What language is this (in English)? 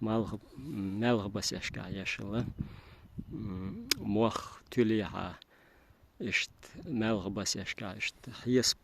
Chechen